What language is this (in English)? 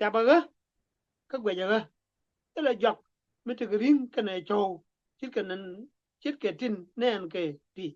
Nuer